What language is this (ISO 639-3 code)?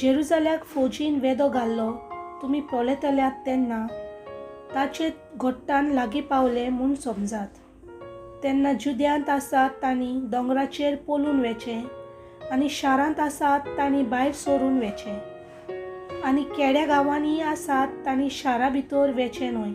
kok